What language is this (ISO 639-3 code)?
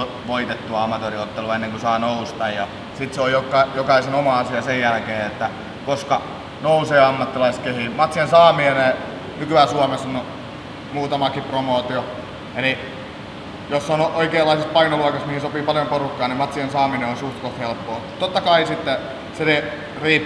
fin